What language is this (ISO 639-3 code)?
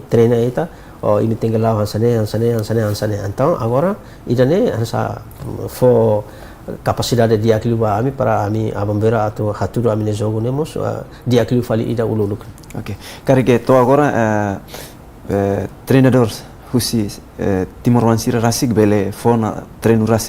tet